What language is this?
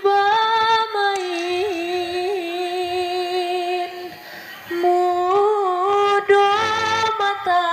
Minangkabau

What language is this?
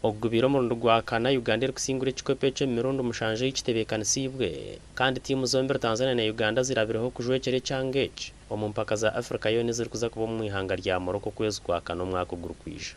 Nyankole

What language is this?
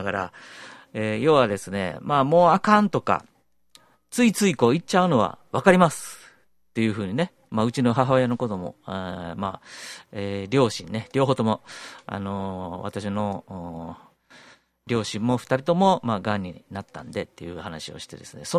Japanese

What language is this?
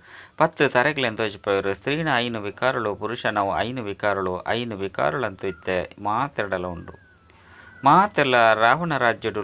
Tulu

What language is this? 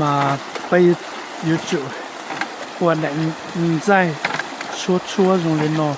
Hmong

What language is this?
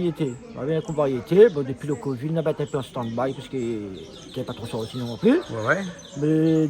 Réunion Creole French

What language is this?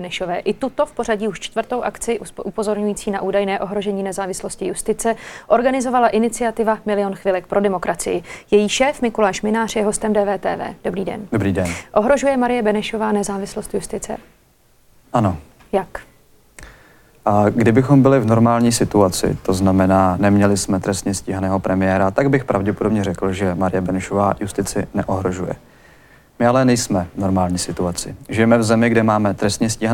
Czech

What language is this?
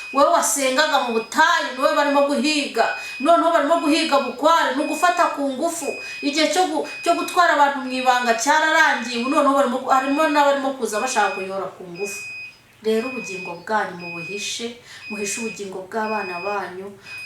Kinyarwanda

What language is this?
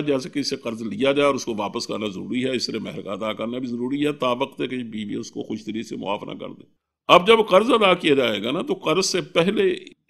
Urdu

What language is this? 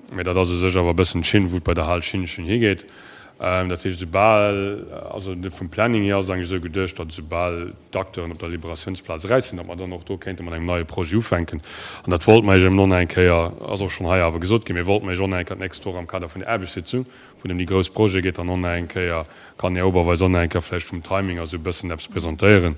Luxembourgish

